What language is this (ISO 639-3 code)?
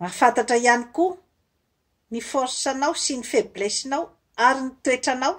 mlg